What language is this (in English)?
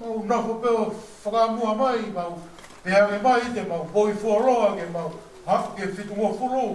Tongan